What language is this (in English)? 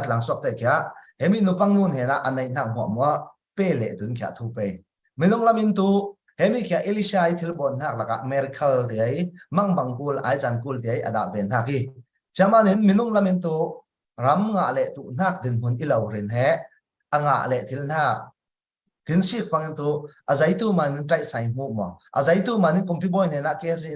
Falam Chin